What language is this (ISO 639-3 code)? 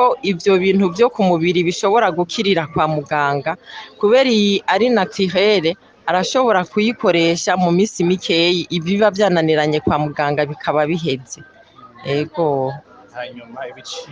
run